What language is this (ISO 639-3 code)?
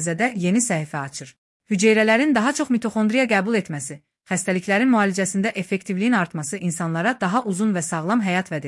aze